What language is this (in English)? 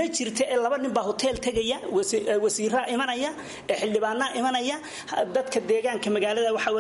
Somali